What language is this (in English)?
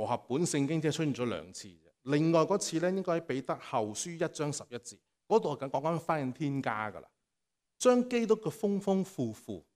Cantonese